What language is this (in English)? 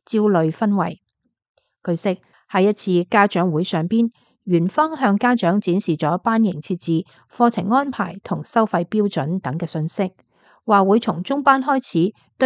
Cantonese